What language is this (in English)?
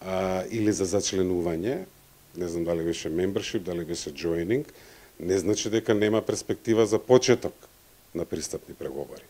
Macedonian